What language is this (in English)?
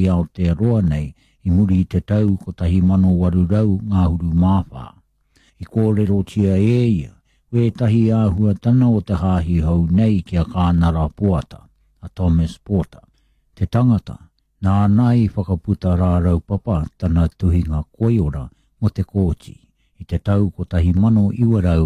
Māori